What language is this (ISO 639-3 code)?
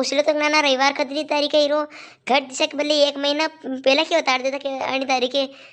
raj